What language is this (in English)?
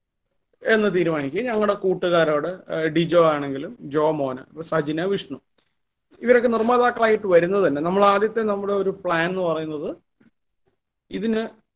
Malayalam